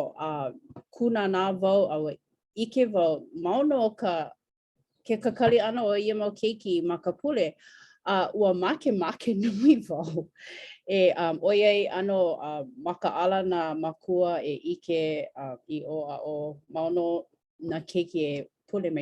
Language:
Hawaiian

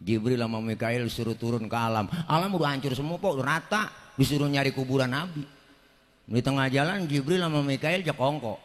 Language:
Betawi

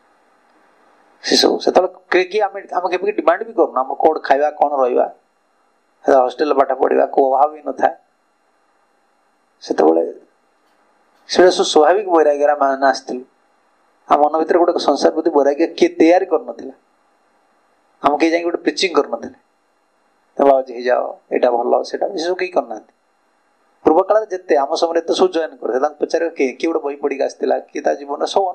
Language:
Odia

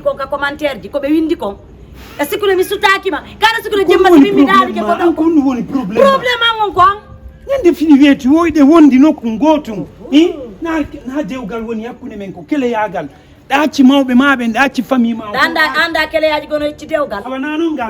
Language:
Fula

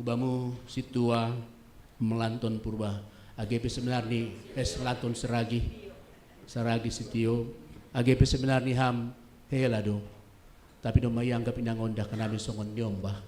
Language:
Batak Simalungun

